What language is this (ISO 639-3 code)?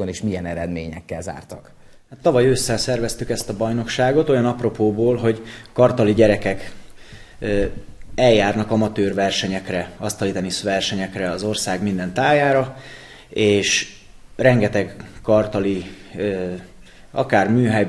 hun